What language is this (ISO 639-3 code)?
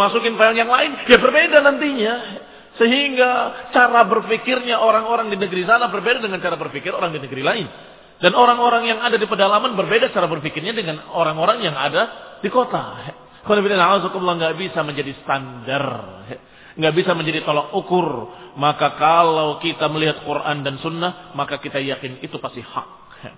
ind